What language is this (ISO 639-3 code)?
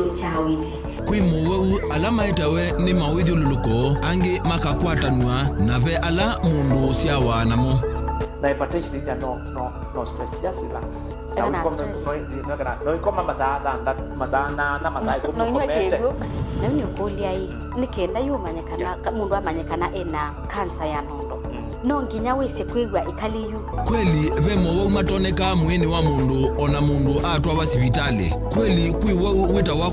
kam